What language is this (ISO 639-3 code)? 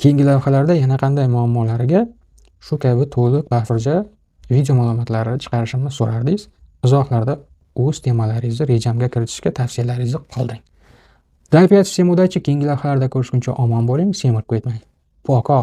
uzb